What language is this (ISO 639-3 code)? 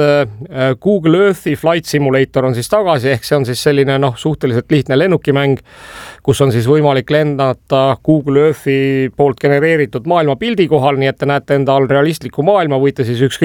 est